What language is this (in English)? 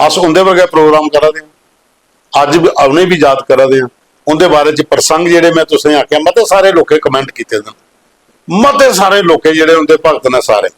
Dogri